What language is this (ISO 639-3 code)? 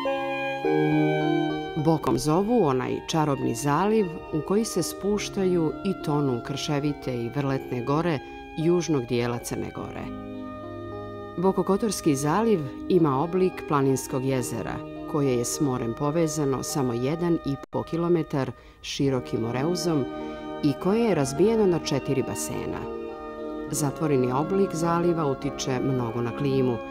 srp